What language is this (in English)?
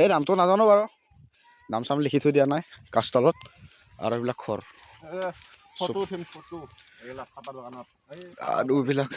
Assamese